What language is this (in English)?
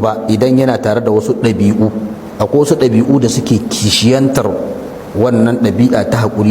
Hausa